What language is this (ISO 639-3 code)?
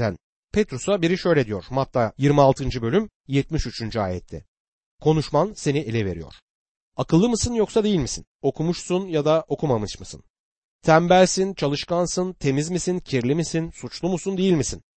tur